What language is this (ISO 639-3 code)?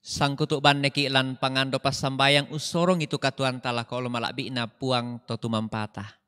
sda